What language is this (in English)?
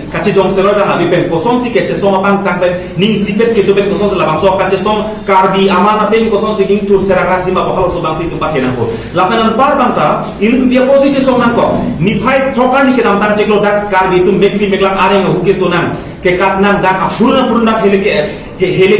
Karbi